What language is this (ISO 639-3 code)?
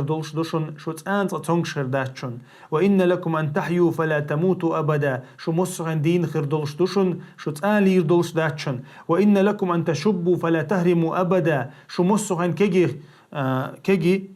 che